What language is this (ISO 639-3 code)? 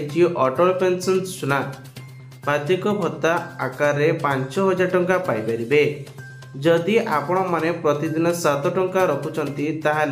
ori